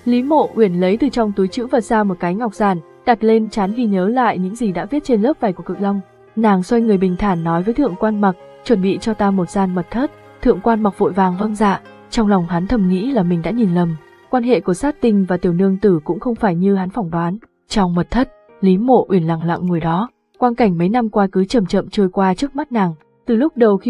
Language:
Vietnamese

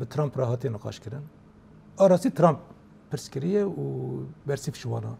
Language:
Kurdish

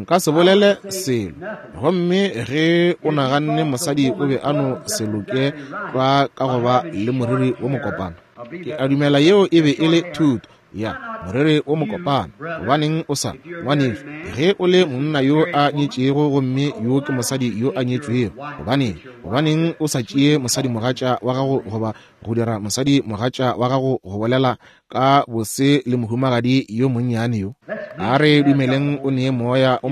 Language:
Northern Sotho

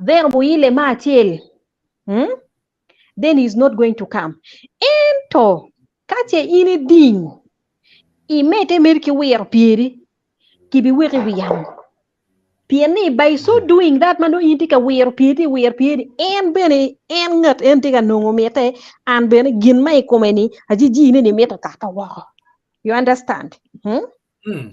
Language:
Acoli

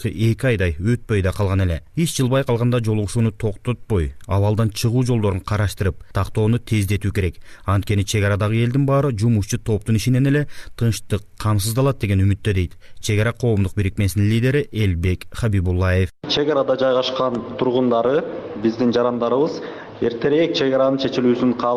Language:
Kyrgyz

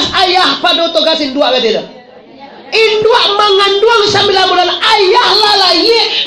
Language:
Minangkabau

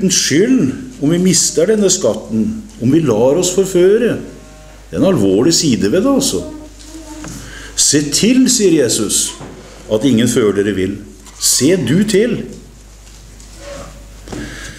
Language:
Norwegian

